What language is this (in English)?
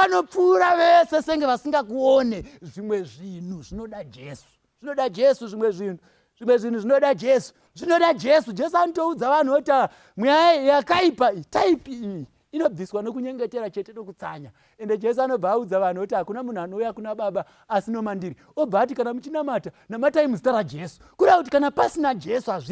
Shona